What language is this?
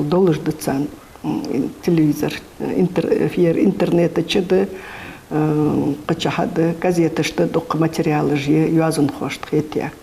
Ingush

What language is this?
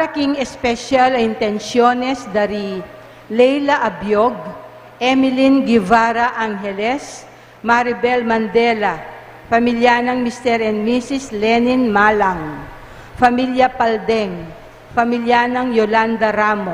Pampanga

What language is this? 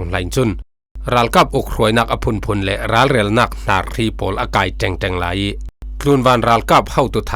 Falam Chin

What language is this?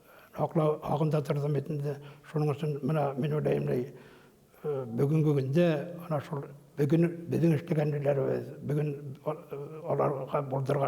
Bashkir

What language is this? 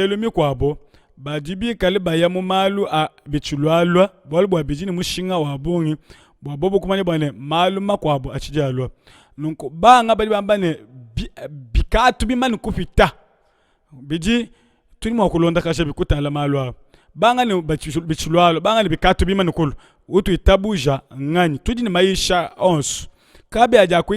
Luba-Lulua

